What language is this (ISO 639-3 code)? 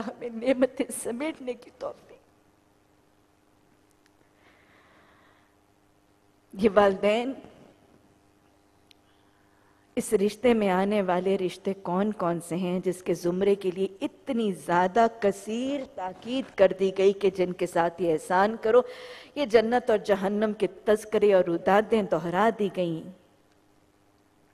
urd